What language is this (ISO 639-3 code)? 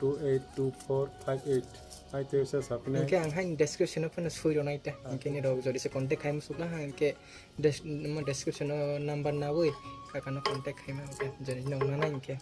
trp